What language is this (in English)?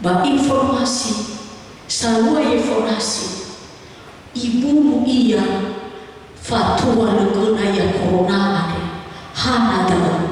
Nias